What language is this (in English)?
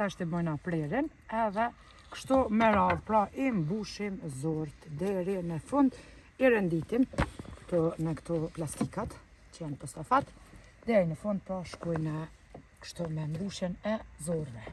Albanian